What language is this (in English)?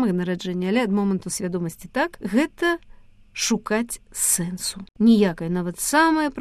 Belarusian